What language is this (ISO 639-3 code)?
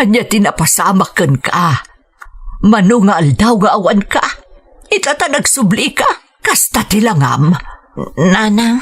ilo